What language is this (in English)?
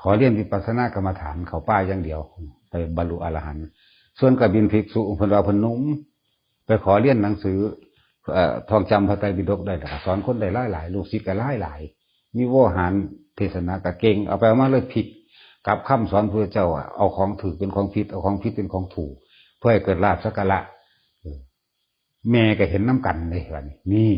Northeastern Thai